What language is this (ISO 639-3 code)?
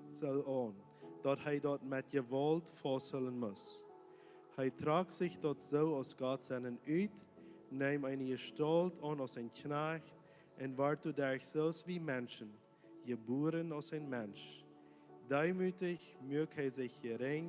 pdt